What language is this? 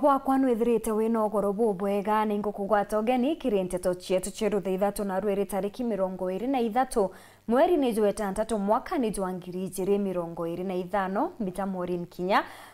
Meru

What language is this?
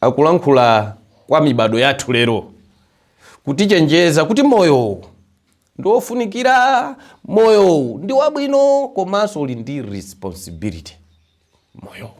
Nyanja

